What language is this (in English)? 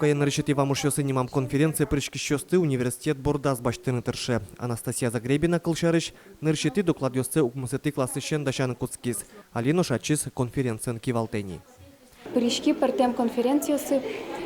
Udmurt